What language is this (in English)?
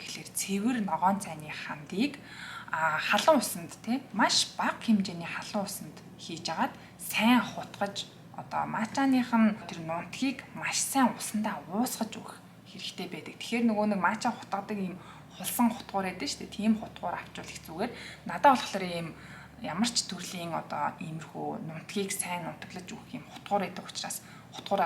Mongolian